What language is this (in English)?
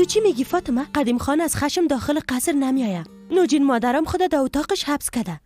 Persian